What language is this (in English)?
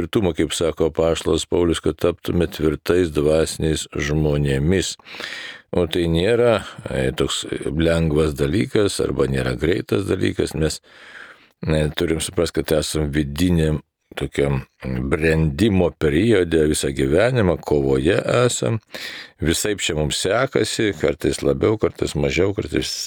Lithuanian